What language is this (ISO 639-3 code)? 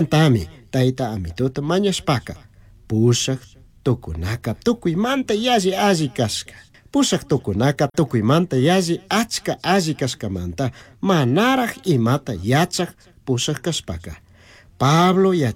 qug